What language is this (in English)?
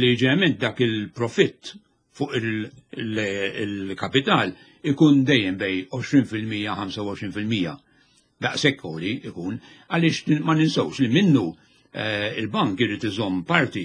Maltese